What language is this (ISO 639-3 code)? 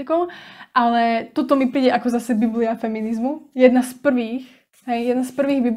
slk